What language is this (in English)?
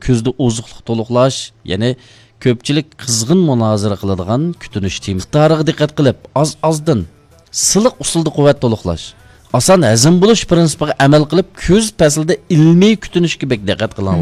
Uyghur